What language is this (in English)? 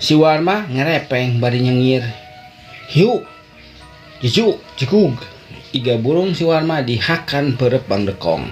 Sundanese